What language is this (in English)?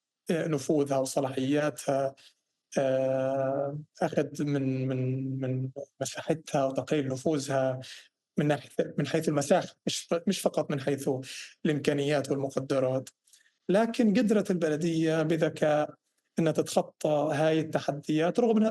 North Levantine Arabic